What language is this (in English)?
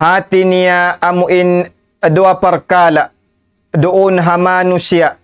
Tausug